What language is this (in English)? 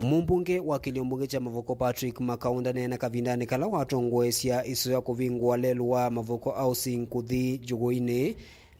Kamba